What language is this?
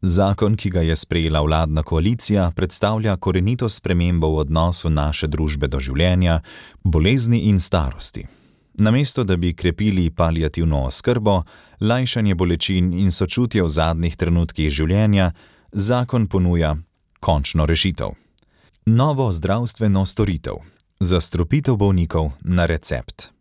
Slovenian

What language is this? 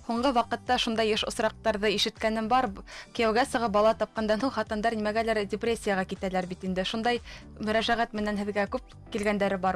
Bashkir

